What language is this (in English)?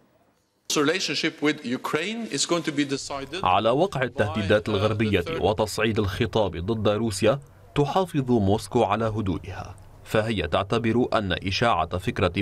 Arabic